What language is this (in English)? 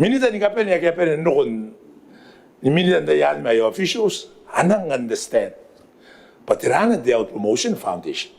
Gilbertese